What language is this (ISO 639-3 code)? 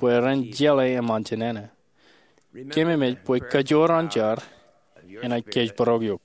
mah